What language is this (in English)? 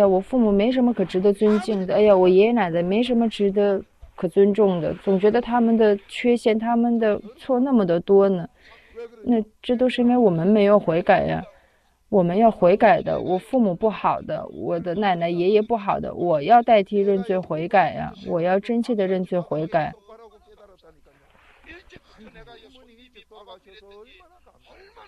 Chinese